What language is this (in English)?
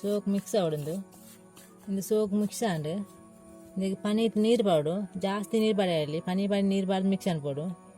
Tulu